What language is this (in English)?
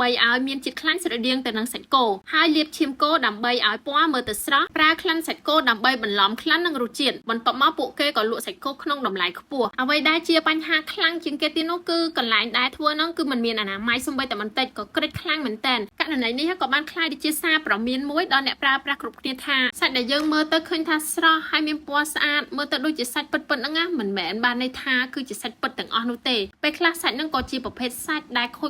Khmer